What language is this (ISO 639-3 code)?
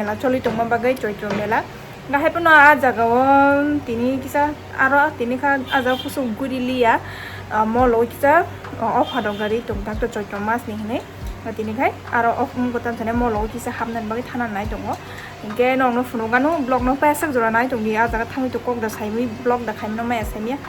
trp